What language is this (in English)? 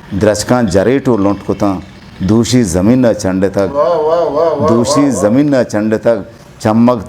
Eastern Balochi